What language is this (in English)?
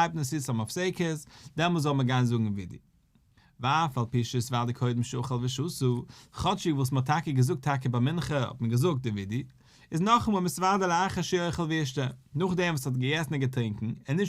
Yiddish